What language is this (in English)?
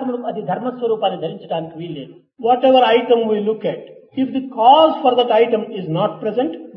Telugu